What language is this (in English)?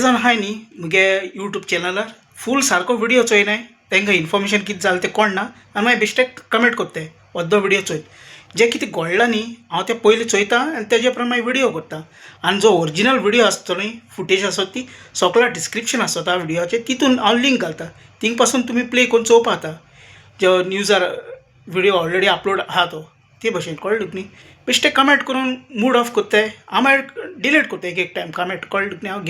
Konkani